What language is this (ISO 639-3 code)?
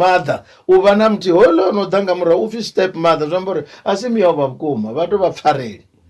ven